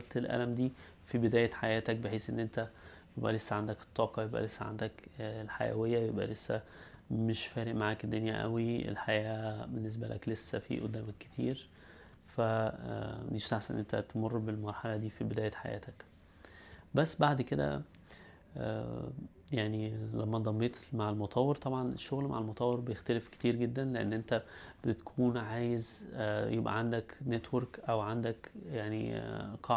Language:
Egyptian Arabic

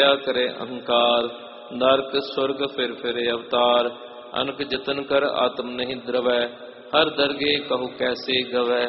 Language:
Punjabi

